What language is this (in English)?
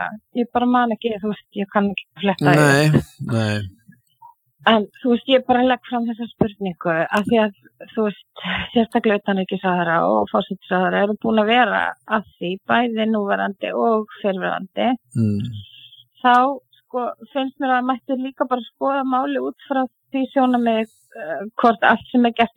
Icelandic